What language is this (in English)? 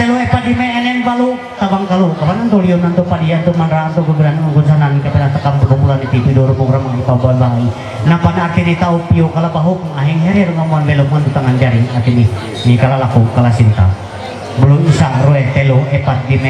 Ma'anyan